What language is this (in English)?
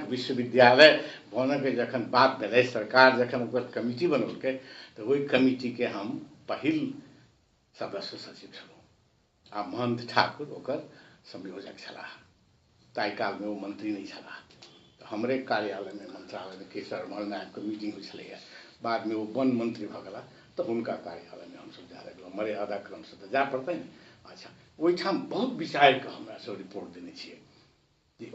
Maithili